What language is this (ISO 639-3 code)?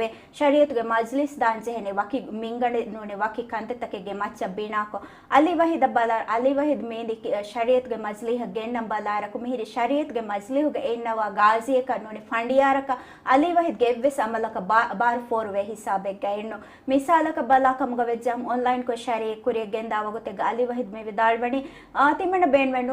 div